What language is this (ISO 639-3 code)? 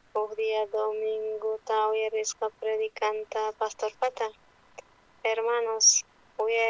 quh